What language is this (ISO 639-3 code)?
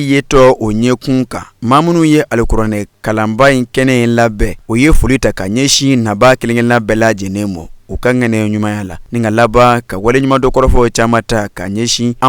bam